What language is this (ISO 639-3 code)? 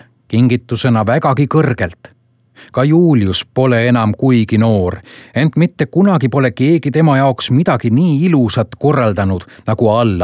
est